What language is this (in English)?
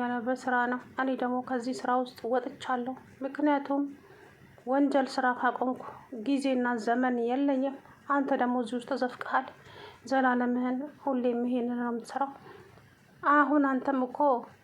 Amharic